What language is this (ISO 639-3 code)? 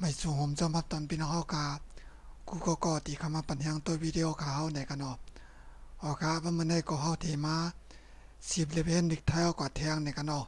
shn